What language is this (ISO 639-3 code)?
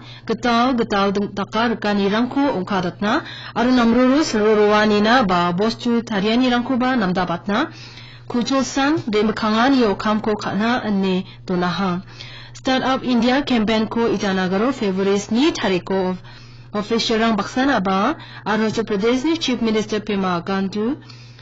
grt